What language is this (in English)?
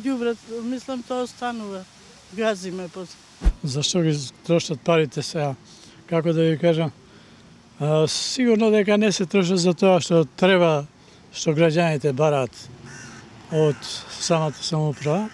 Macedonian